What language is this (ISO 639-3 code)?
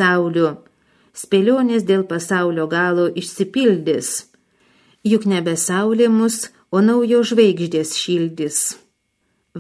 lit